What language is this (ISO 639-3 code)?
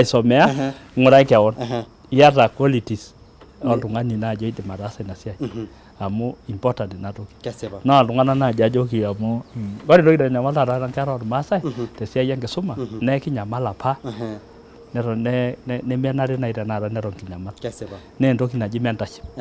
mas